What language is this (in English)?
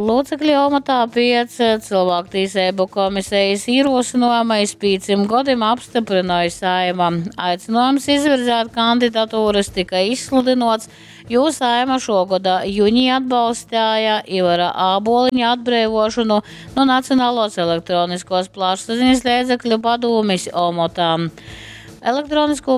Latgalian